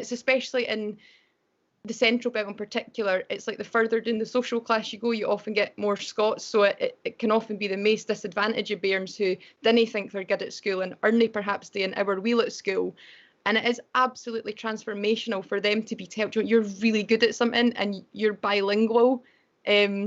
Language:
Scots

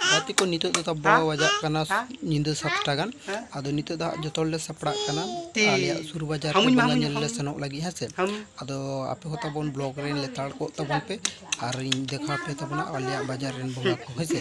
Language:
Santali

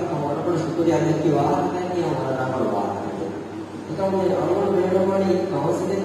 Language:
Divehi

